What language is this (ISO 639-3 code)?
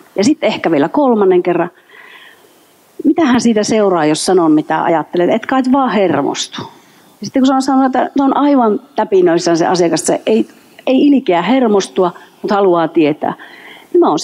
fin